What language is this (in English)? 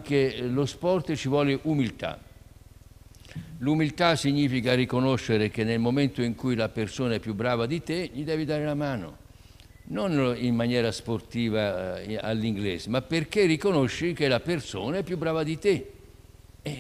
Italian